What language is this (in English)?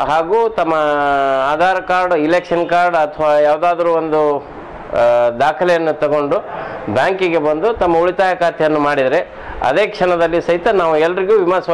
Kannada